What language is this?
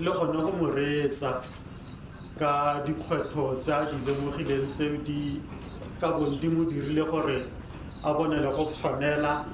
Tswana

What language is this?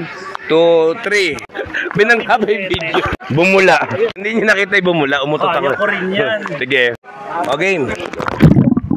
Filipino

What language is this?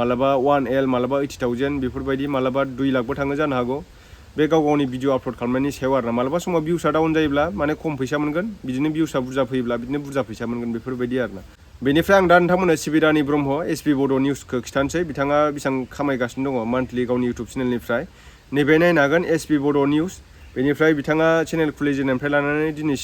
Bodo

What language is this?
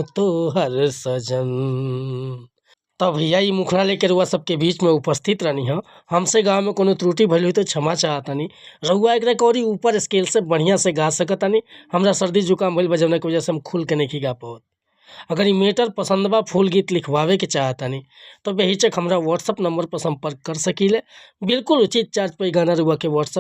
Bhojpuri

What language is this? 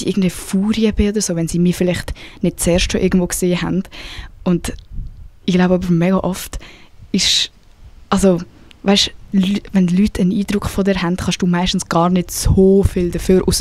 Swiss German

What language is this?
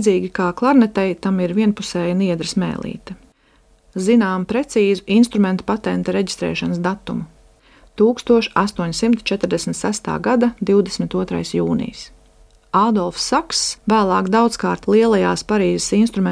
Latvian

